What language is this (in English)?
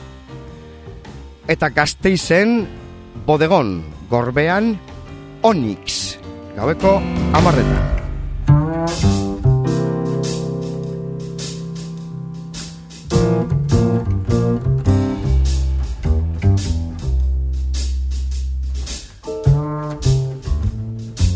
Basque